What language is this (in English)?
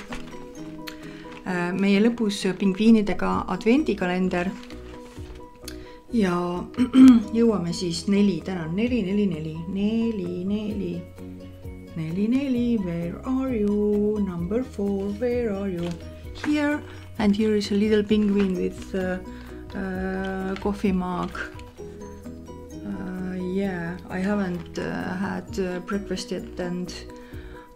Estonian